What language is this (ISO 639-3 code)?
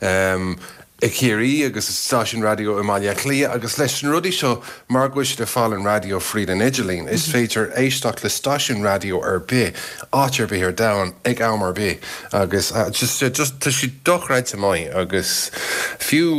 gle